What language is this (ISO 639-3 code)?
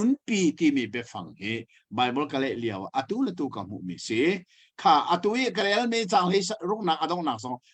cnh